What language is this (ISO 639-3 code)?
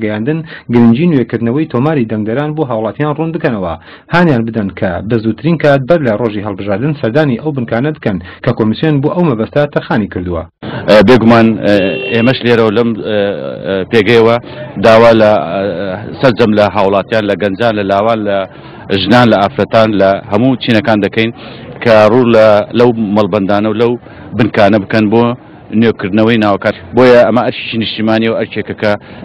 ckb